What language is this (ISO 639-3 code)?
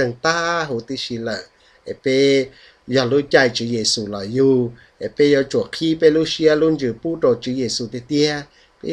vie